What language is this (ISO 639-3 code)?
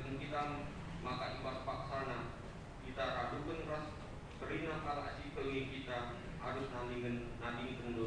btx